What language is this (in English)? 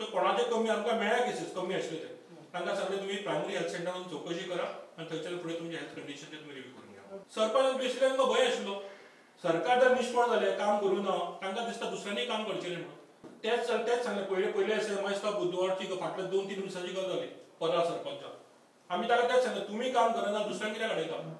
Konkani